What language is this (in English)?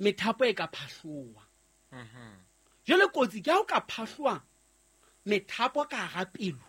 Southern Sotho